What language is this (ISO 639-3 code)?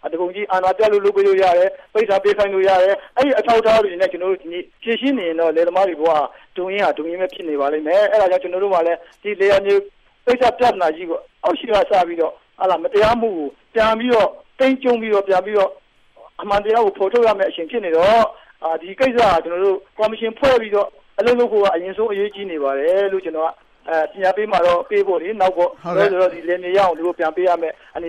mya